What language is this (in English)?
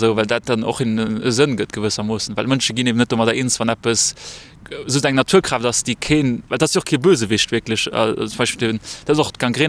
Luxembourgish